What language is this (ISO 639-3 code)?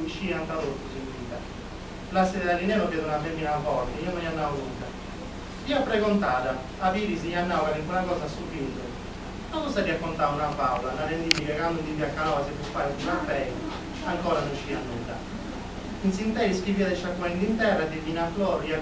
srd